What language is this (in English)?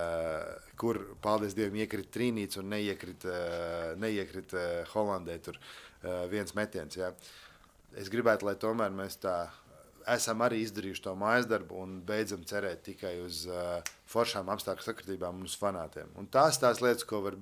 Latvian